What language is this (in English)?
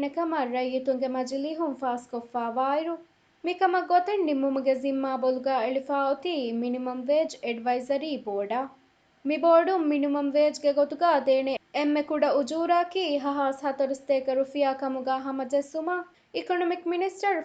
Divehi